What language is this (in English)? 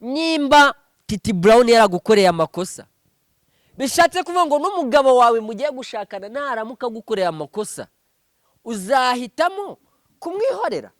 Kinyarwanda